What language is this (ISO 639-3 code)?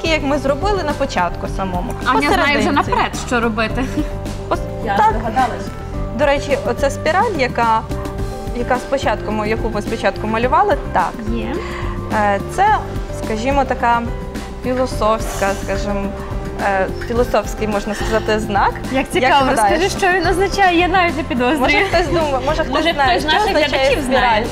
ukr